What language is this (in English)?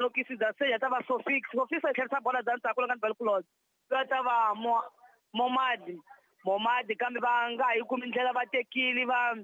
Tsonga